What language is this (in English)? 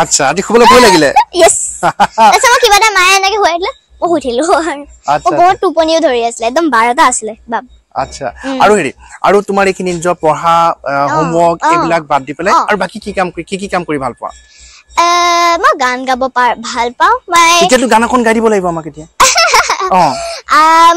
Assamese